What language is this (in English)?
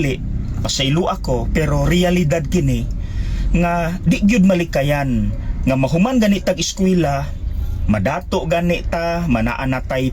Cebuano